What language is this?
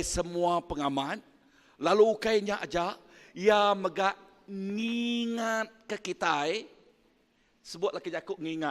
Iban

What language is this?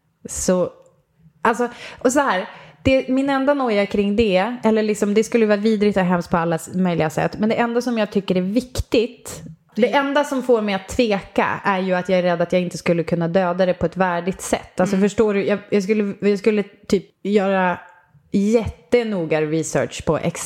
Swedish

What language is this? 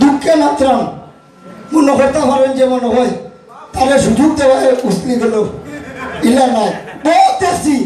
Sylheti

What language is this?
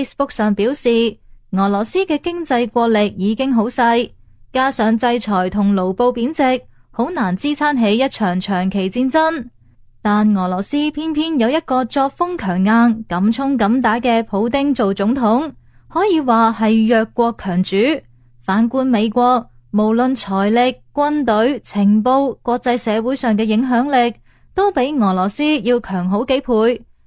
Cantonese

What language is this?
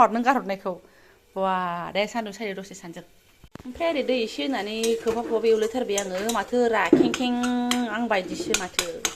Bodo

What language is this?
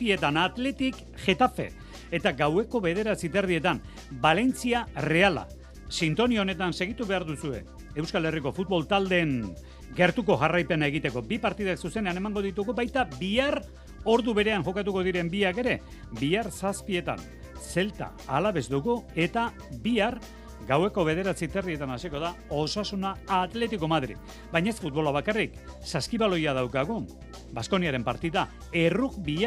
Basque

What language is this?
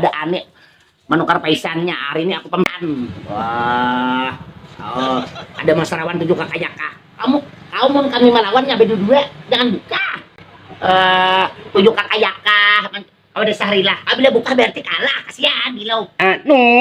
Banjar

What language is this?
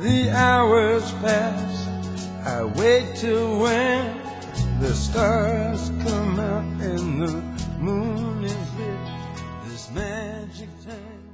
Western Frisian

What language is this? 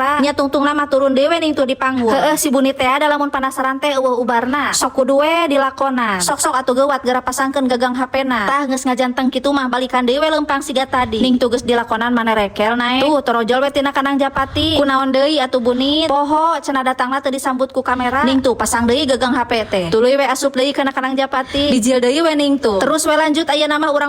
Sundanese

